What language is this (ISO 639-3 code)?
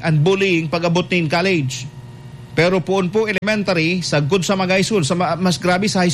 bik